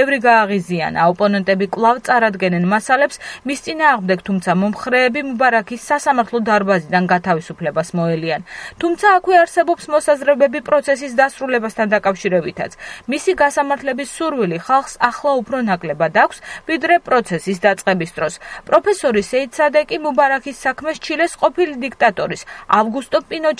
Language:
Georgian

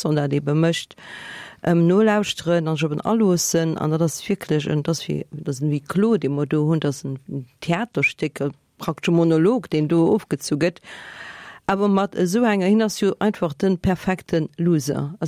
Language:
Luxembourgish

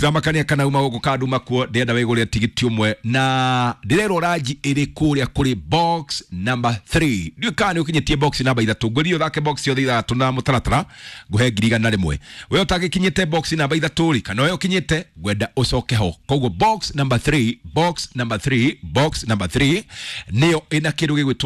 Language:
Kikuyu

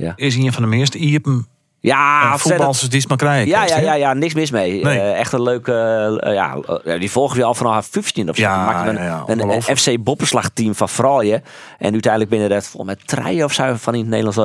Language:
Western Frisian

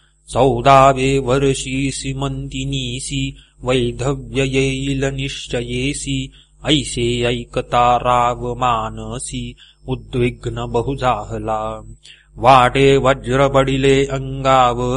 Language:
Marathi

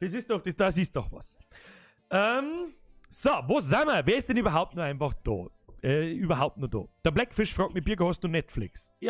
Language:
Bavarian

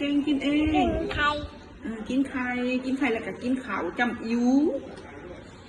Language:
Lao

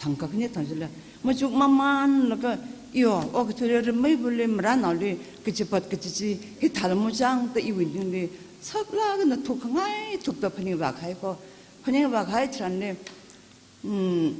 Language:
Tangkhul Naga (India)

